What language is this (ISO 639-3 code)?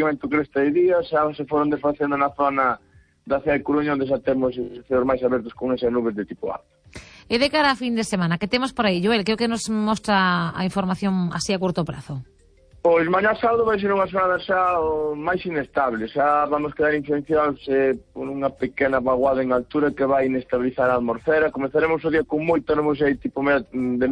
glg